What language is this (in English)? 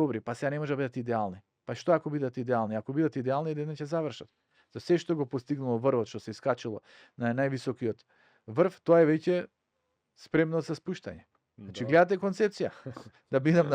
Macedonian